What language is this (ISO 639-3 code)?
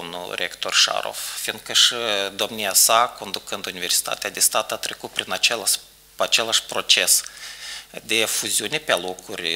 ron